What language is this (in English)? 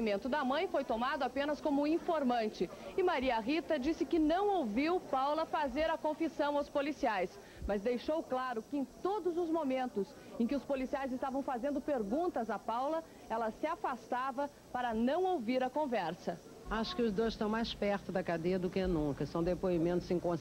Portuguese